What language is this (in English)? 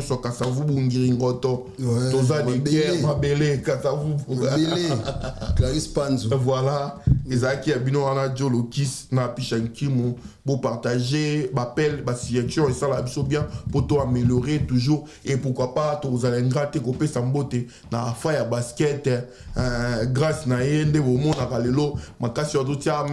Lingala